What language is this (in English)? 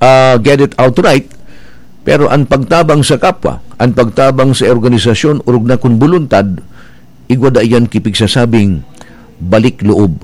Bikol